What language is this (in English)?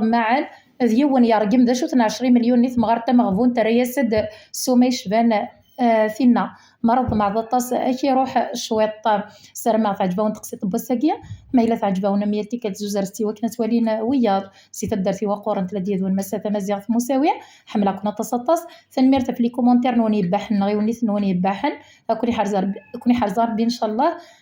Kabyle